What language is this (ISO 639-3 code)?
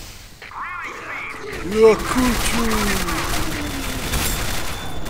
pol